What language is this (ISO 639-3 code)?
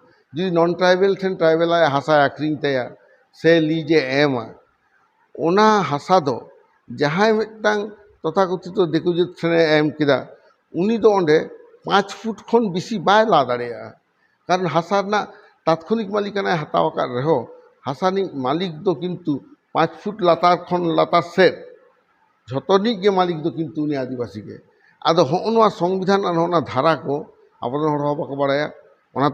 sat